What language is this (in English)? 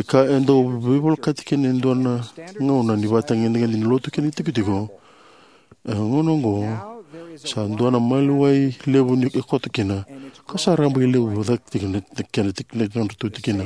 Fijian